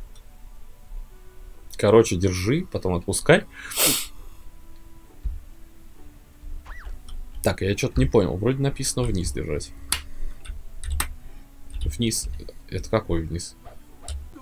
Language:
Russian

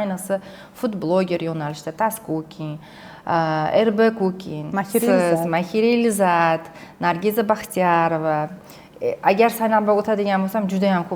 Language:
Uzbek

